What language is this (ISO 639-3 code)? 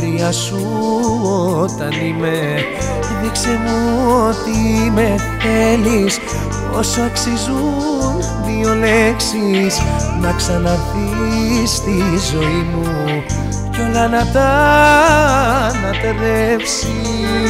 ell